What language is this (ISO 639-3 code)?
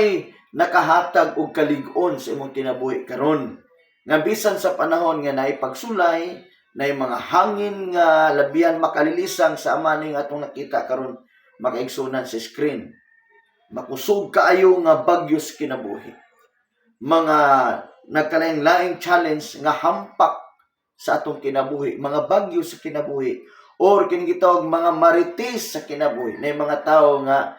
ceb